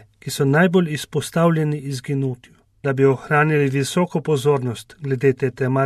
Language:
Slovenian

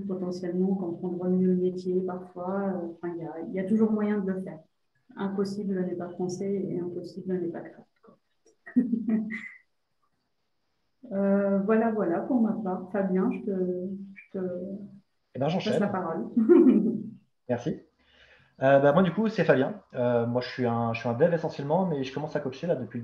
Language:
French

